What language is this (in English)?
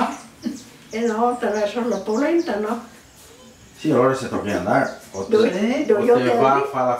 Venetian